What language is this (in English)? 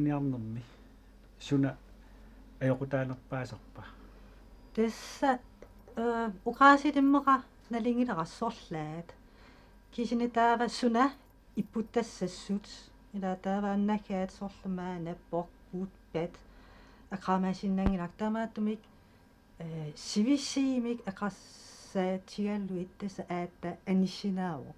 Kalaallisut